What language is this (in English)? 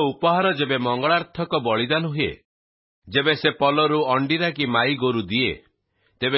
Odia